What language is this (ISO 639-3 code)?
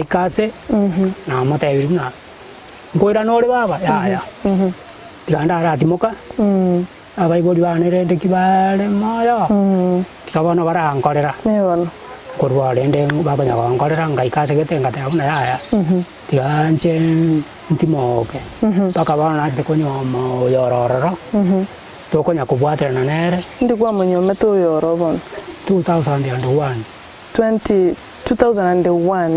guz